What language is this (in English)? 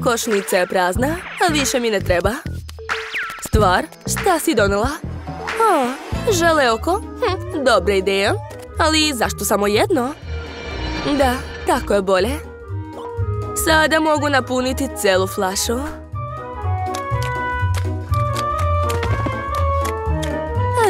Serbian